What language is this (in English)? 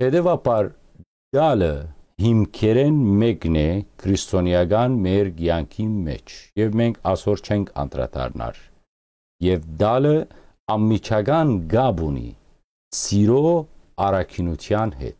Western Armenian